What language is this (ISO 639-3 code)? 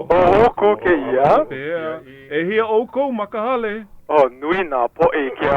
haw